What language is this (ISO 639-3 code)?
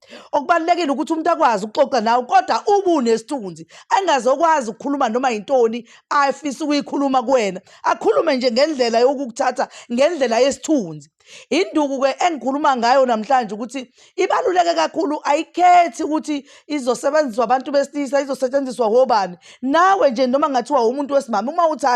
zul